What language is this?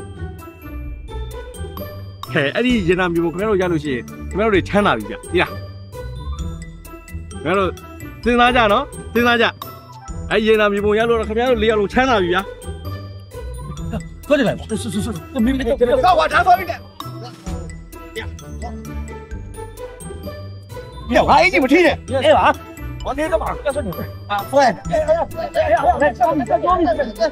Burmese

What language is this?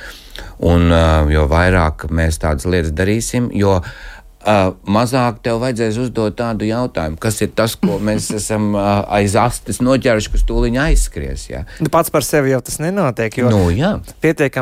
Latvian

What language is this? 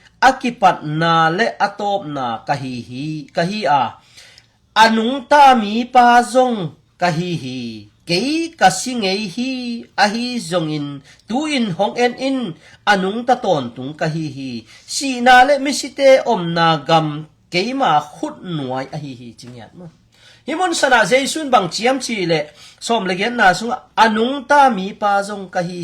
Tedim Chin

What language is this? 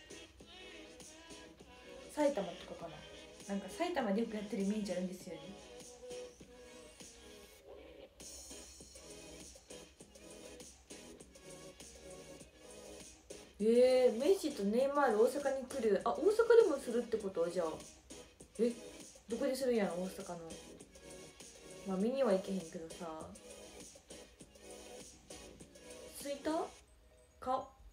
Japanese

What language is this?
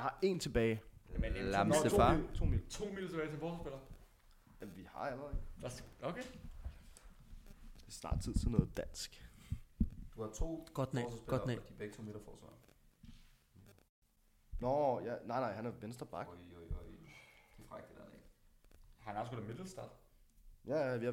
Danish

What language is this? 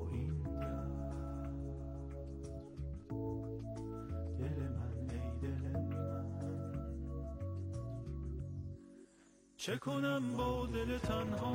Persian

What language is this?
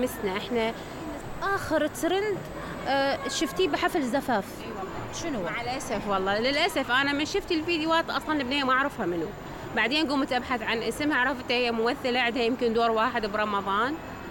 Mesopotamian Arabic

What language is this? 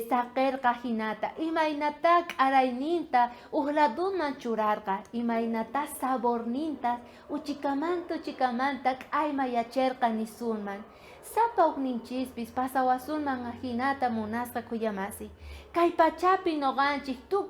South Bolivian Quechua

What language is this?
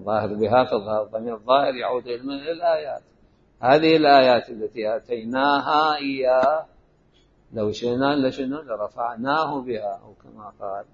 Mesopotamian Arabic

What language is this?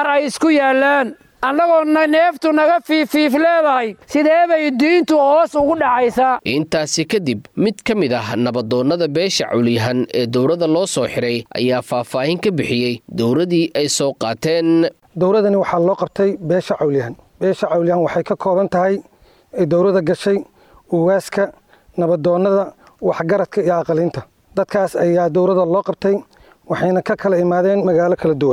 Somali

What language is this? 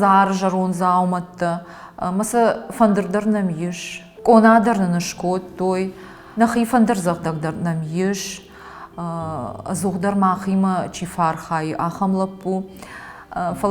Ossetic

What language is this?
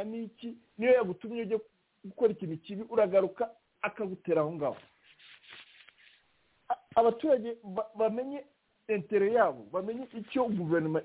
Kinyarwanda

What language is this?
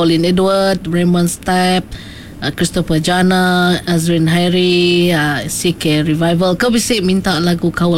Iban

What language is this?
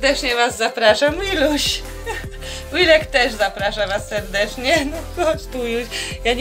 Polish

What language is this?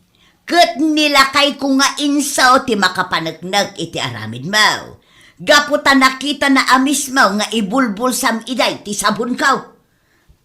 Iloko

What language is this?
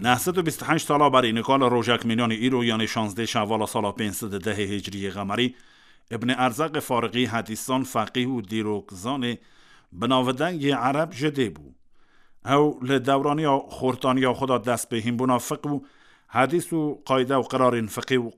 Kurdish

